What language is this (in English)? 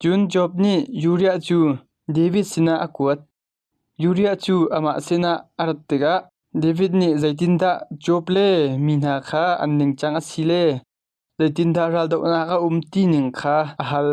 Hakha Chin